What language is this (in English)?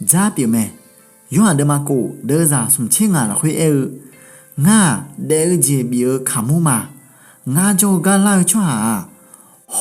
Akha